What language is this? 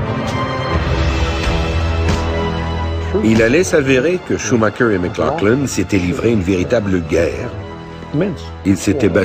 French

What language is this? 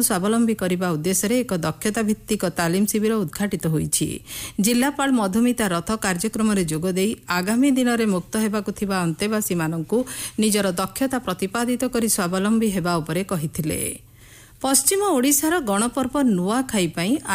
Odia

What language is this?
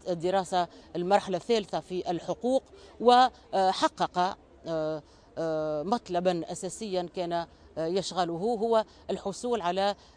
Tunisian Arabic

